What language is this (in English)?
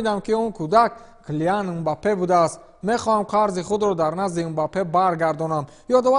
Tajik